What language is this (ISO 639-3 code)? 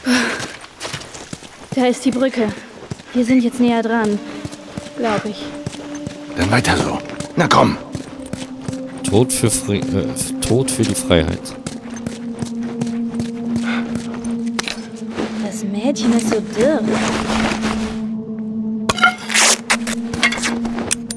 deu